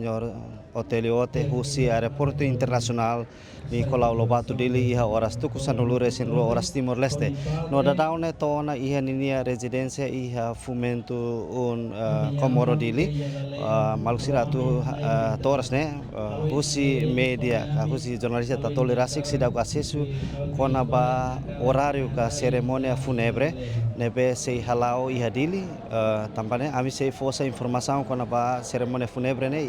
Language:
Tetum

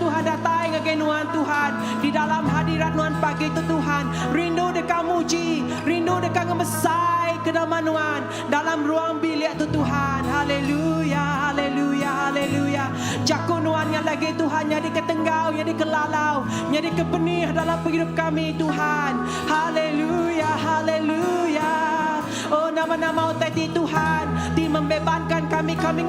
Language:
Iban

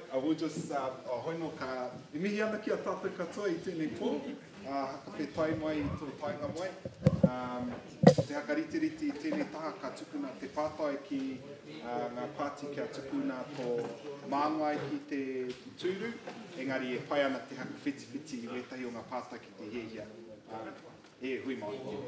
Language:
Māori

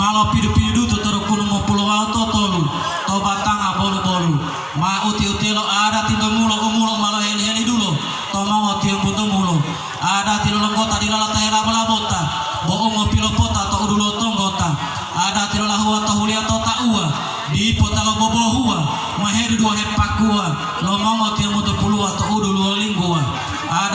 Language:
Gorontalo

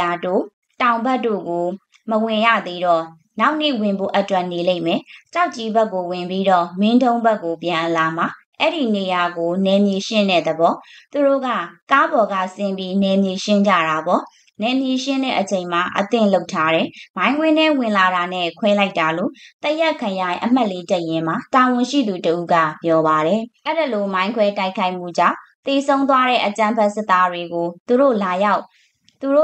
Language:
Burmese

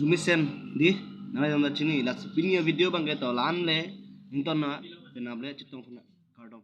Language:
Karbi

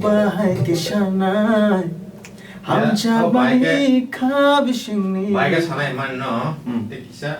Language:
Kok Borok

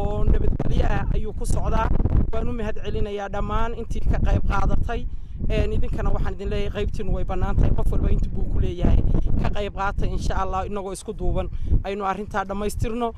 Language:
Somali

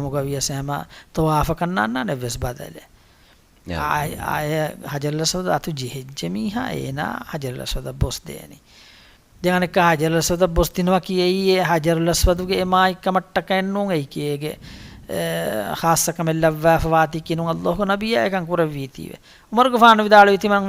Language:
Divehi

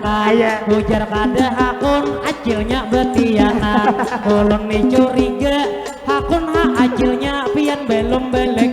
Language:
Banjar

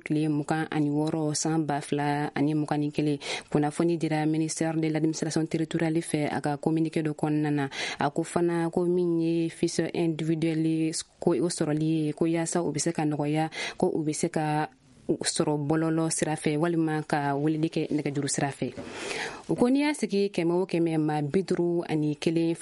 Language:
Bambara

